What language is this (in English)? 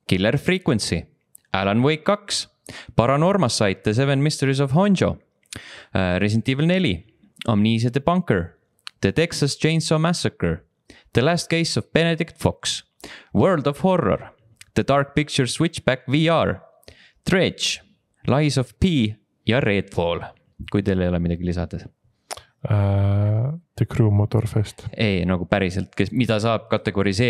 Estonian